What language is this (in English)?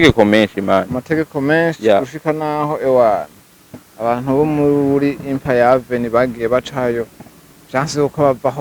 Rundi